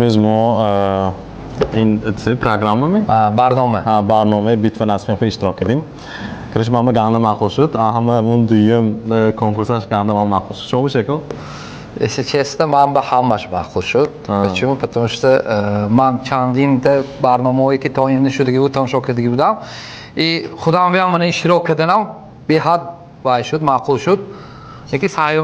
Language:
Tajik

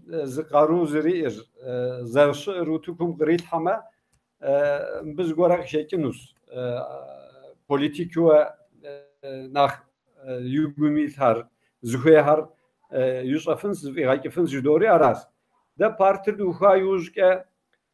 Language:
Kabardian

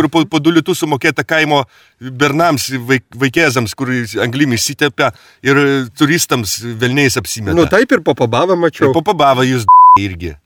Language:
Lithuanian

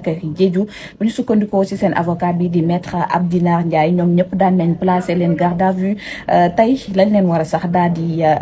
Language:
Wolof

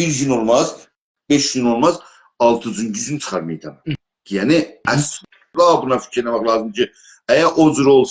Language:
South Azerbaijani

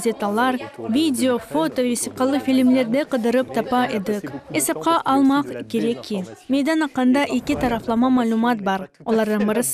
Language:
Crimean Tatar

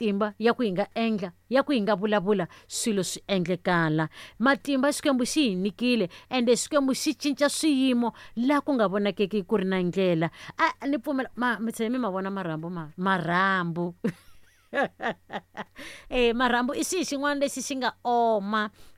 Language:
Tsonga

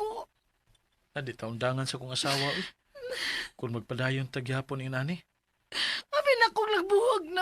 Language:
Cebuano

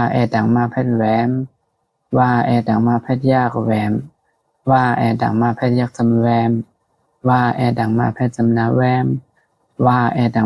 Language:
Shan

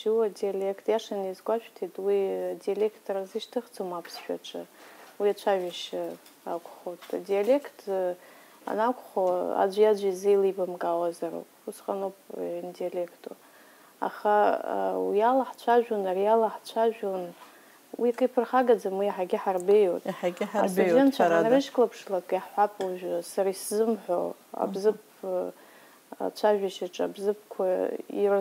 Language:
Abkhazian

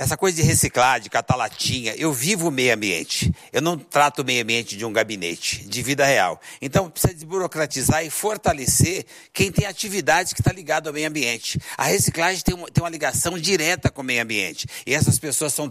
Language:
Portuguese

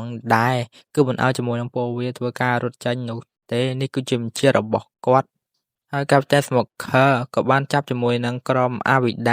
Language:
Khmer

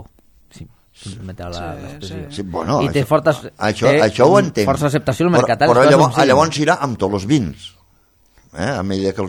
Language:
Catalan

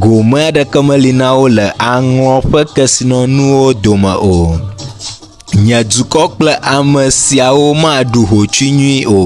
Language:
Ewe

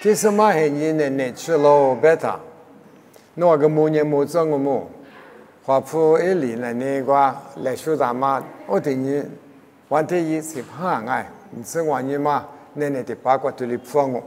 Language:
Lisu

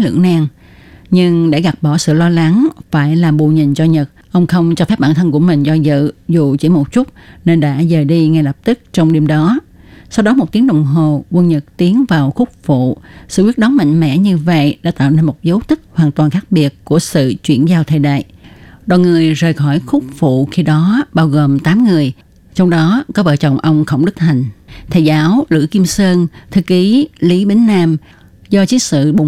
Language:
Vietnamese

